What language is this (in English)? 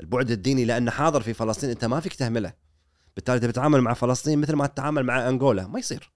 Gulf Arabic